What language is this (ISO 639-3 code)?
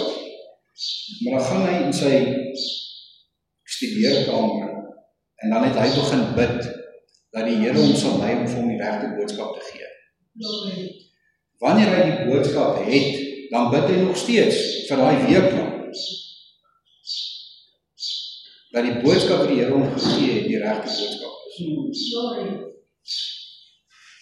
afr